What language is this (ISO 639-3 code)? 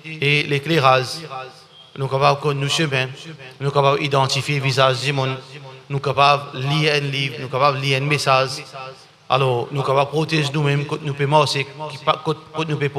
mfe